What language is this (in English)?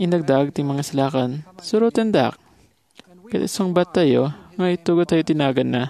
Iloko